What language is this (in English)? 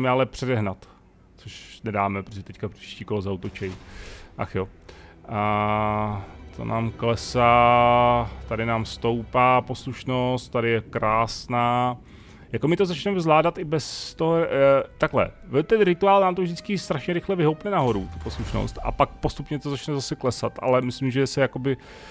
Czech